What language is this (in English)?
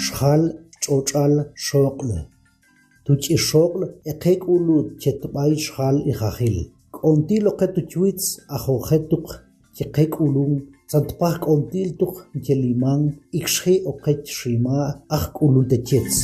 Tektiteko